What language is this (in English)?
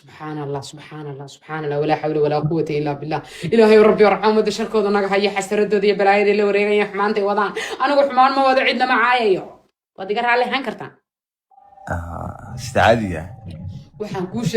Somali